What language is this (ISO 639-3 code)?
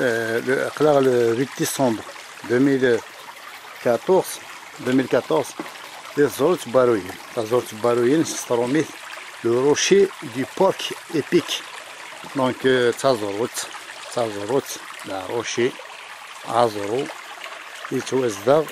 kab